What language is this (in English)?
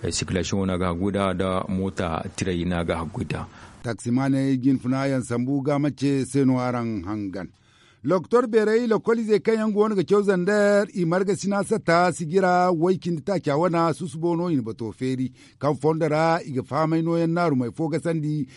Zarma